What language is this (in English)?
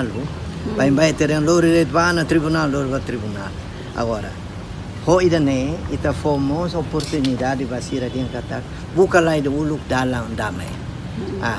Tetum